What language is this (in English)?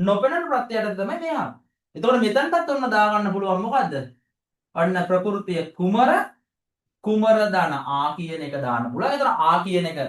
Sinhala